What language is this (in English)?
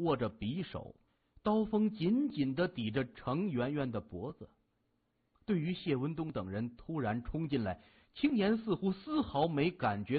Chinese